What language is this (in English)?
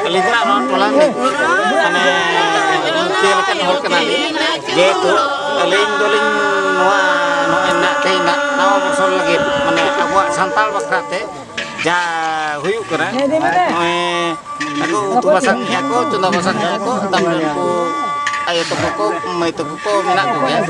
Santali